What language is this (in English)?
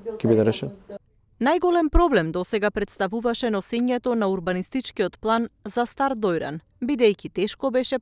Macedonian